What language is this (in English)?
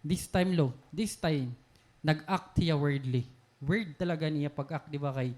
Waray